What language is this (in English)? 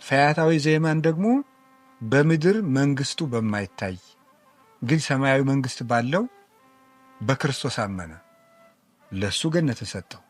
Amharic